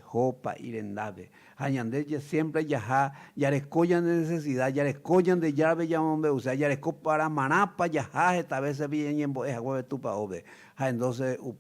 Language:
Guarani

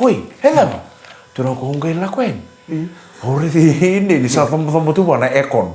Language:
Fijian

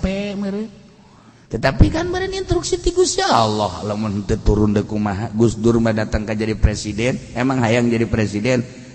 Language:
Sundanese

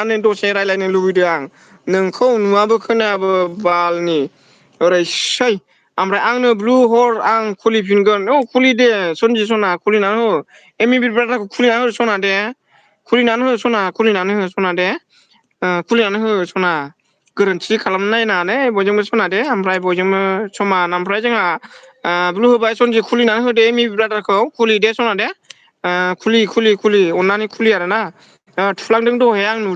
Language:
Bodo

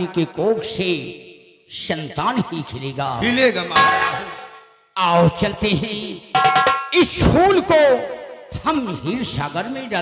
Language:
Hindi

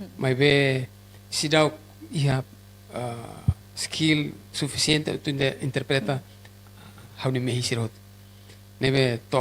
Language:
Tetum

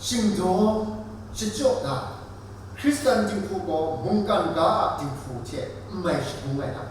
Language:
Kachin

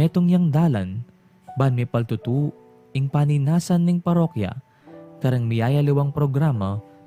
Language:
Pampanga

